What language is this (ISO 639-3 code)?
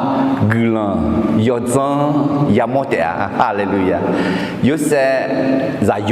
ahk